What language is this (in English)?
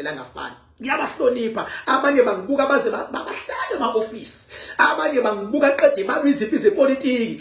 Zulu